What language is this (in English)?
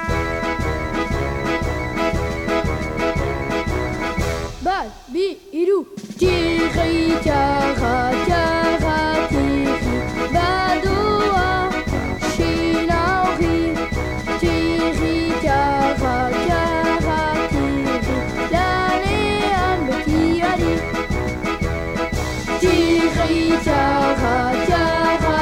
Basque